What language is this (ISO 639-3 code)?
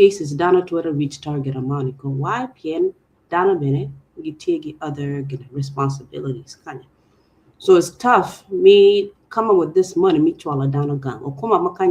ach